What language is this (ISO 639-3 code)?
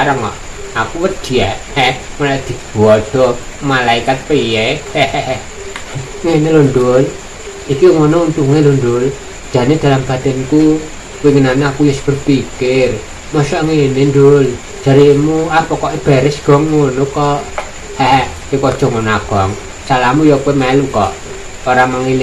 jav